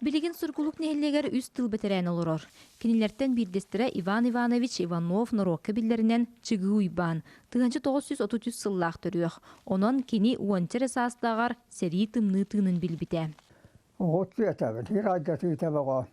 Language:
Yakut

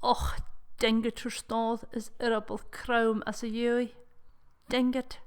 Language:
Scottish Gaelic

